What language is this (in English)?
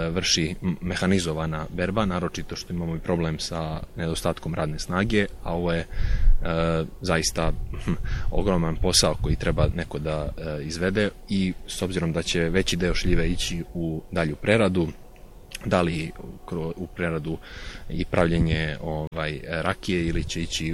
Serbian